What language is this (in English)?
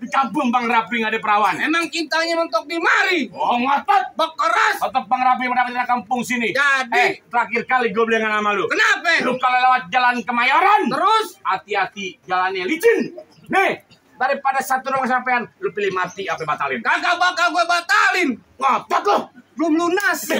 Betawi